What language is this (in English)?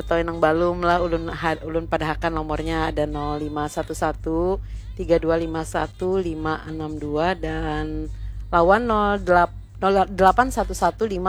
Banjar